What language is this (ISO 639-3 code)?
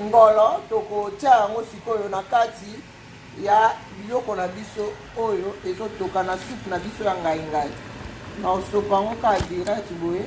lin